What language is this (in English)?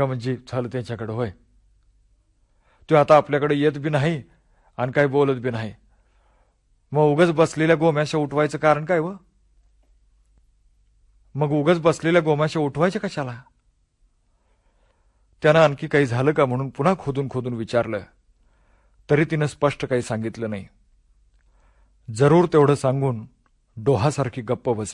Marathi